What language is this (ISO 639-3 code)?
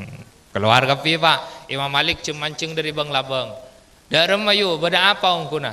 mad